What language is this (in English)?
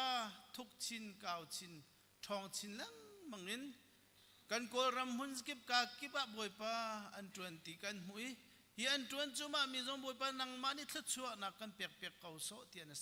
Hakha Chin